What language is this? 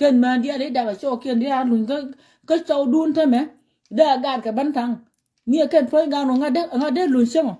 Nuer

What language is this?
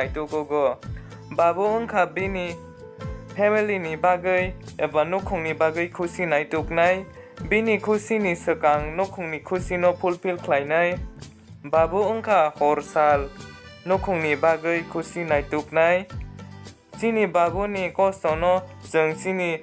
Kok Borok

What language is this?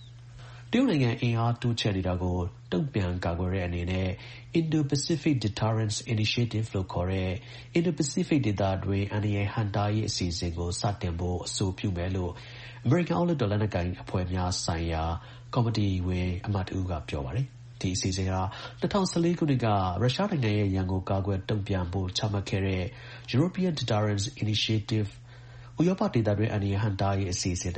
Burmese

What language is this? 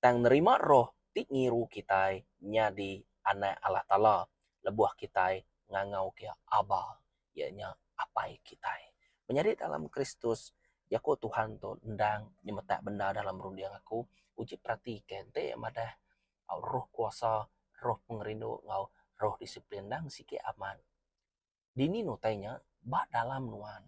Iban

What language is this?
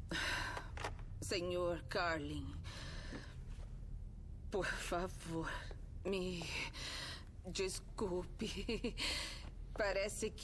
Portuguese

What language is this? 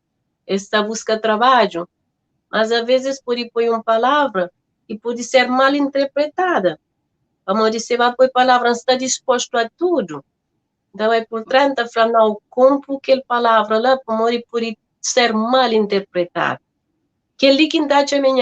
Kabuverdianu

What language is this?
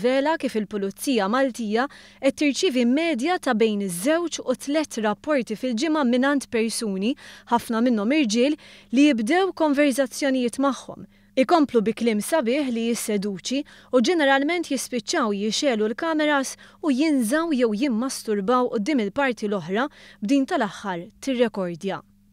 Maltese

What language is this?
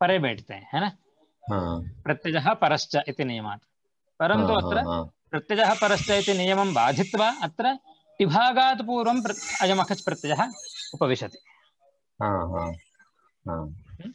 Sanskrit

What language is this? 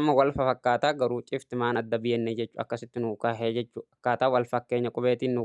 Oromo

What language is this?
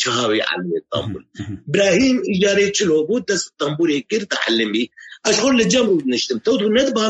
Kurdish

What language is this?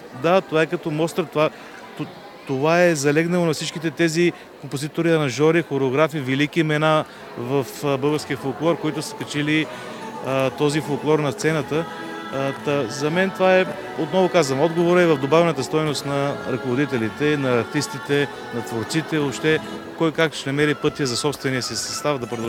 Bulgarian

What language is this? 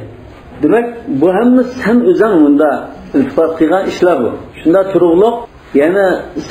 Uyghur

